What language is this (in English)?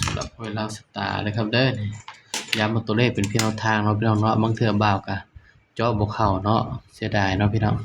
Northeastern Thai